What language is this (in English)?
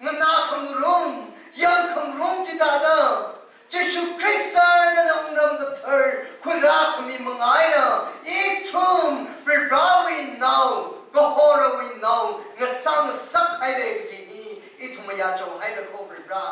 Tangkhul Naga (India)